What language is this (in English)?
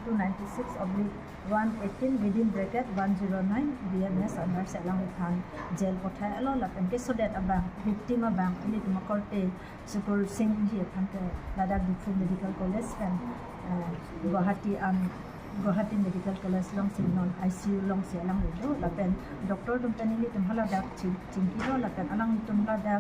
Karbi